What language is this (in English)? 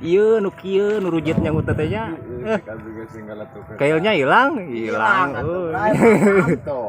Sundanese